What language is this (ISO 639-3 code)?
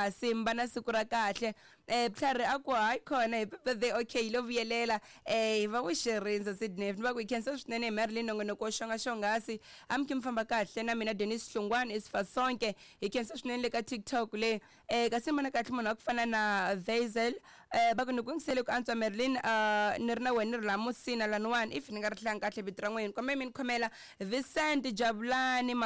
tso